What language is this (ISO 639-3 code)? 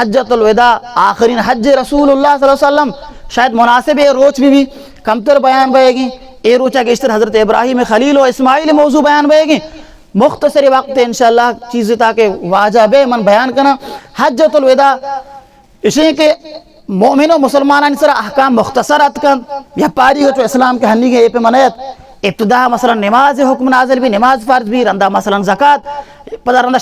bal